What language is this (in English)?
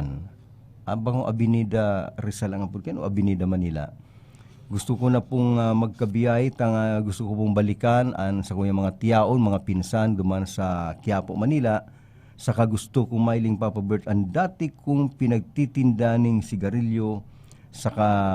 Bikol